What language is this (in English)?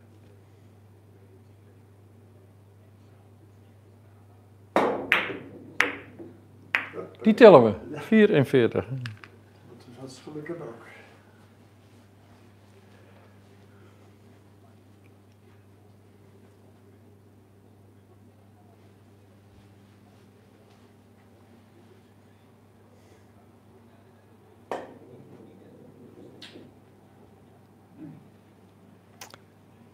Dutch